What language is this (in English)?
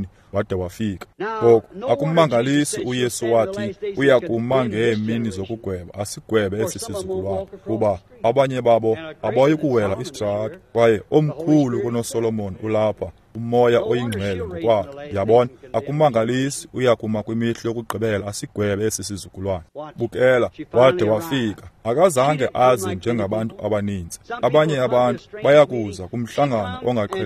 Xhosa